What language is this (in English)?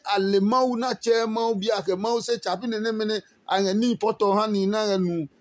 Adangme